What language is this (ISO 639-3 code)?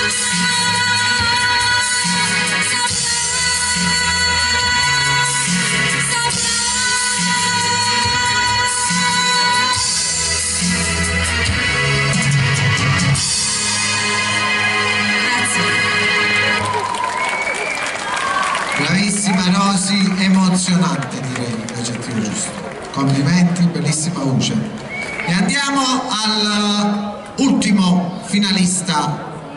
ita